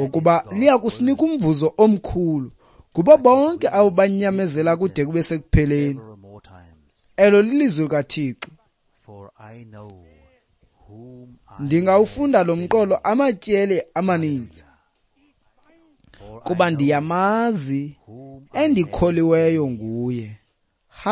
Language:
Xhosa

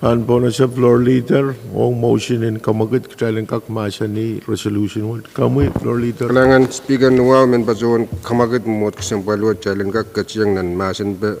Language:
Pohnpeian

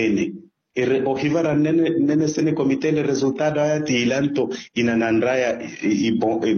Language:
Makhuwa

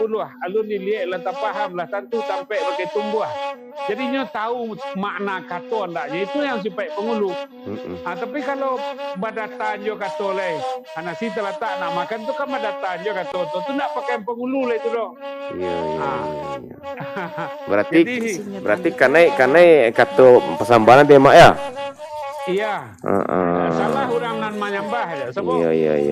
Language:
Minangkabau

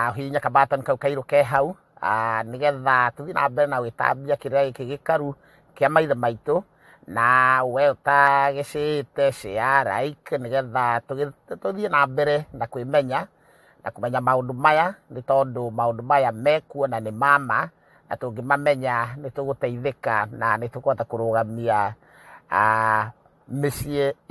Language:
Kikuyu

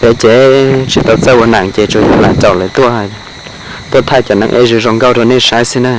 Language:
Hmong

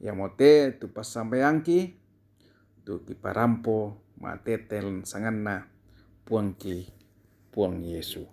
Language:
Toraja-Sa'dan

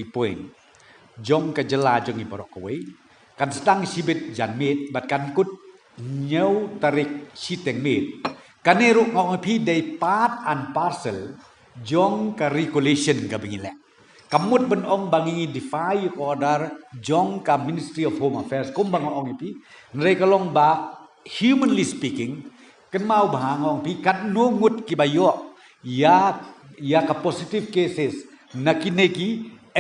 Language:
Khasi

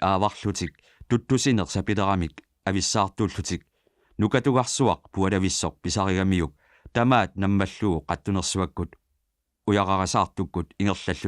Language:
Kalaallisut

